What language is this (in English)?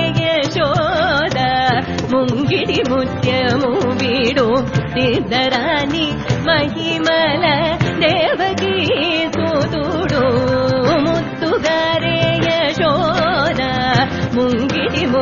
Telugu